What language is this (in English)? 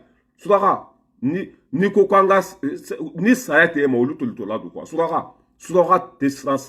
Bambara